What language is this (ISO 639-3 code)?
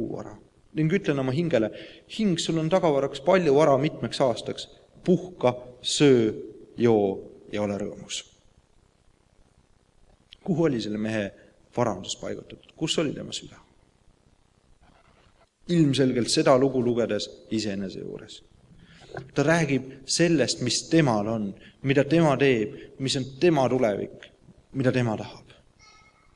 est